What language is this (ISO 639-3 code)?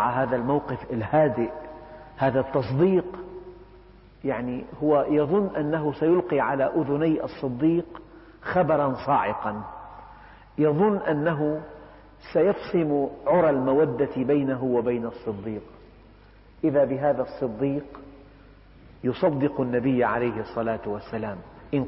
ara